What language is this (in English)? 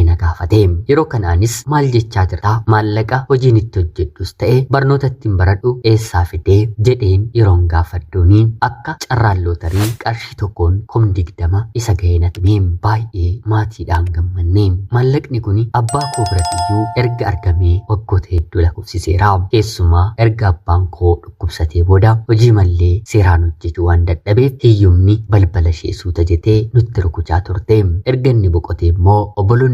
Oromo